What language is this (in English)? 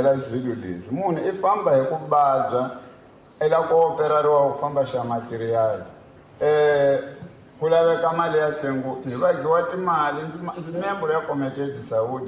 Tsonga